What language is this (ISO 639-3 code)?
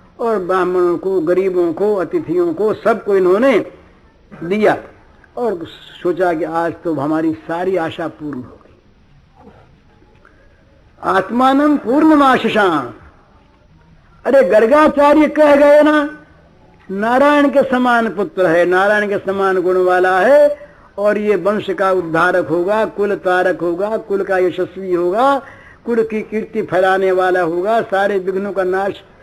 hin